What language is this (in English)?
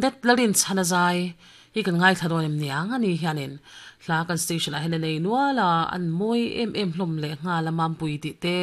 Mizo